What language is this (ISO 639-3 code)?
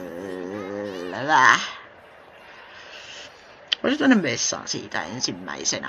fin